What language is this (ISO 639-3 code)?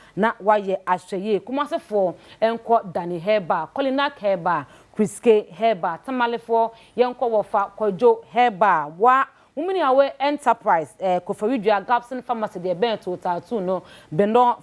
aka